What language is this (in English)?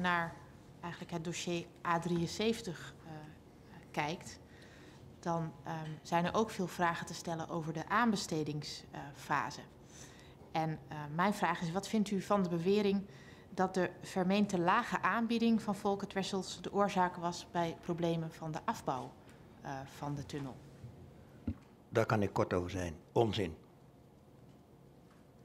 Dutch